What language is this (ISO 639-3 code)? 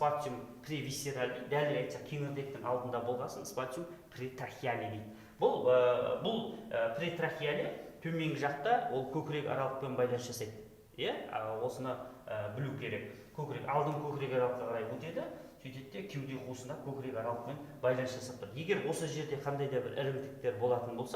kaz